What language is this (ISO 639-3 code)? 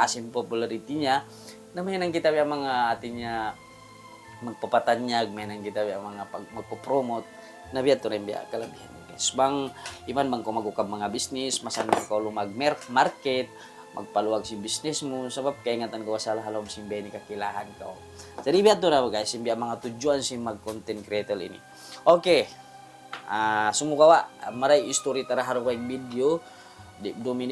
tsg